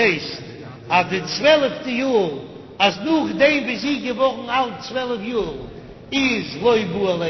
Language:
Yiddish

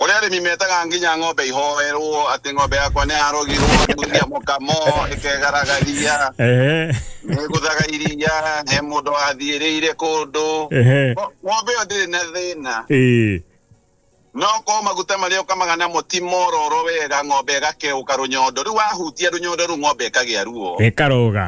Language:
Kikuyu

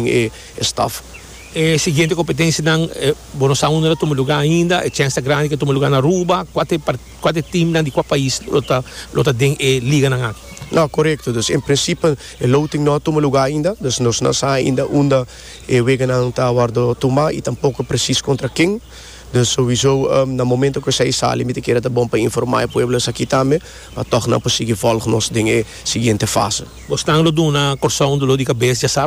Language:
Papiamento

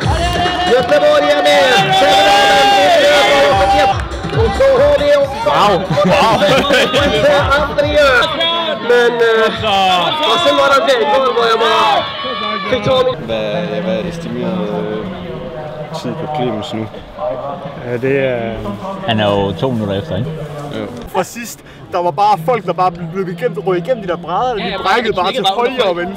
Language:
Danish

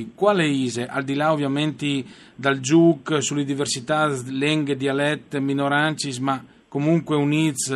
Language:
Friulian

